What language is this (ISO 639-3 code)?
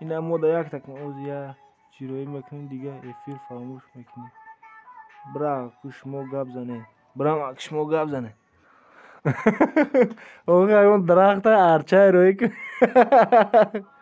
tgk